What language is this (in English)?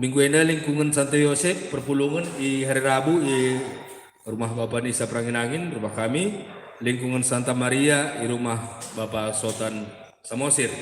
Batak Karo